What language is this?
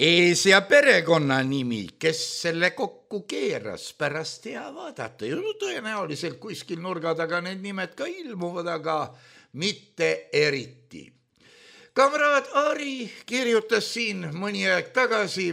Estonian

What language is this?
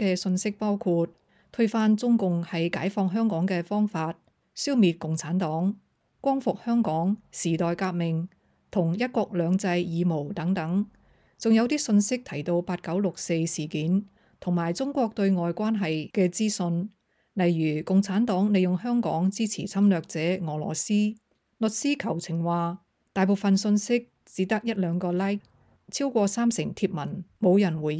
Cantonese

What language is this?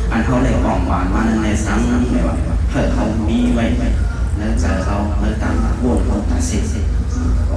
Shan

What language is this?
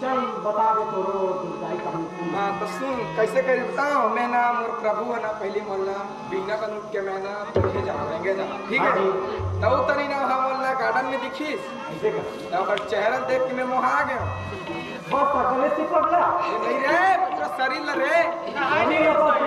Chhattisgarhi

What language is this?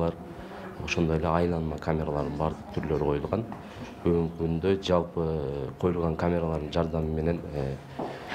Kyrgyz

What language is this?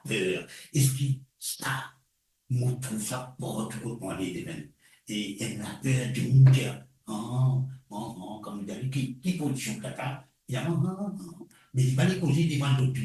Morisyen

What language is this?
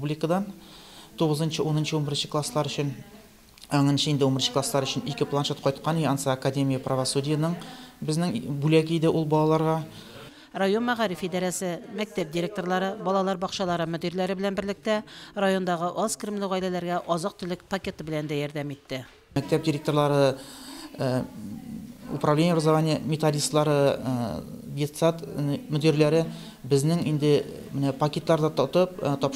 Tatar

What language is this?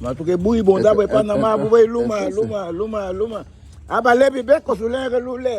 Garifuna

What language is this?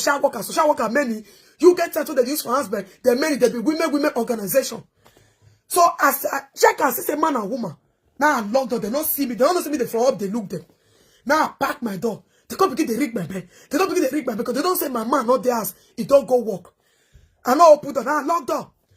Nigerian Pidgin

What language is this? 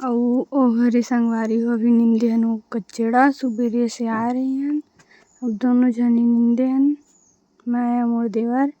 Chhattisgarhi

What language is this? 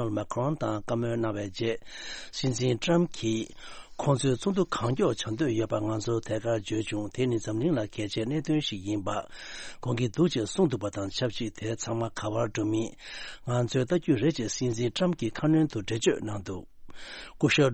Tibetan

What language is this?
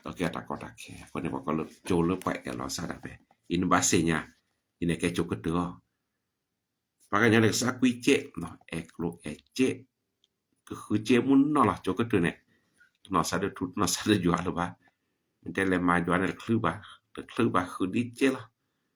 S'gaw Karen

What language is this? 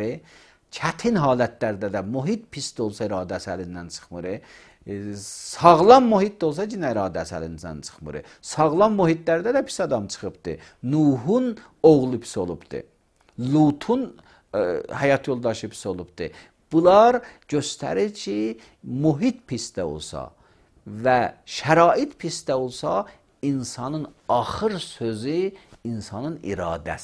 Azerbaijani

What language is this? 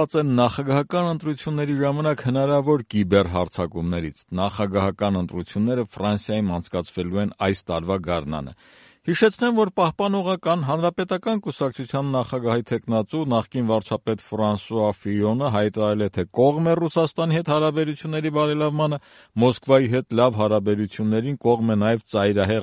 Armenian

